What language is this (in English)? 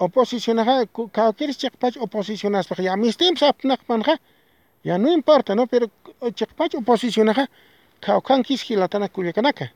Aymara